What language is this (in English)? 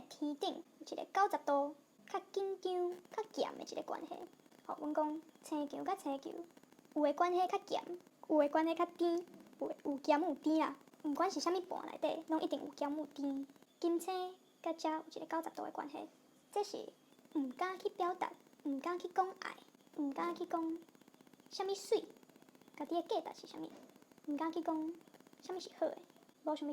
Min Nan Chinese